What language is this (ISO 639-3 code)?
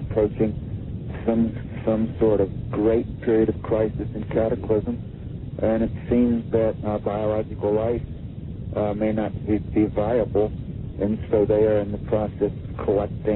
eng